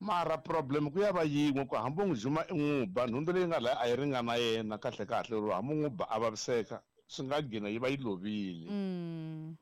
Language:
Tsonga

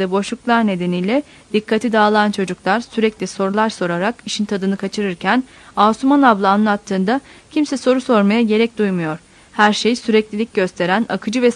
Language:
Turkish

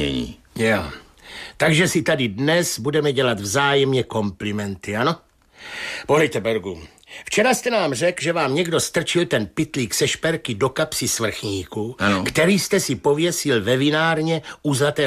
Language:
Czech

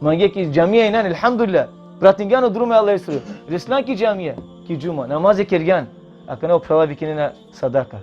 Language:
Balkan Romani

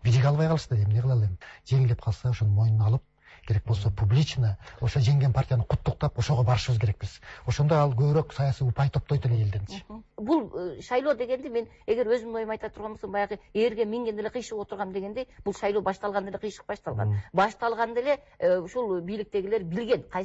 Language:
Kyrgyz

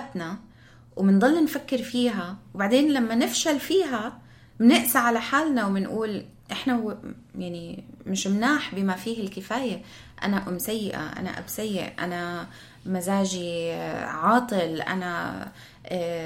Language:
North Levantine Arabic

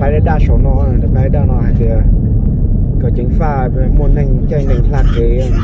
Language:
Hmong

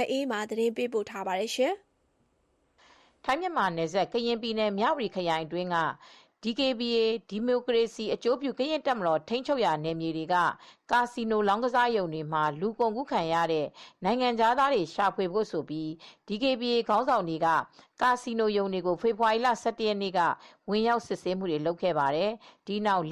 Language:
Burmese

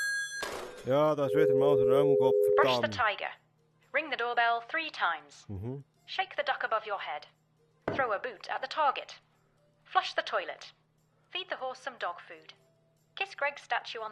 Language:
Swiss German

